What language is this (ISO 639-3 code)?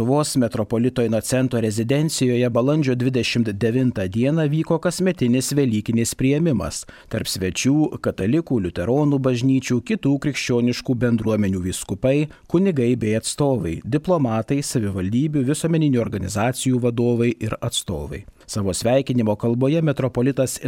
lit